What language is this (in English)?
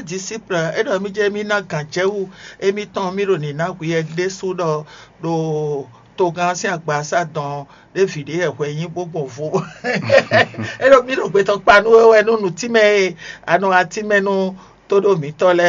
Fon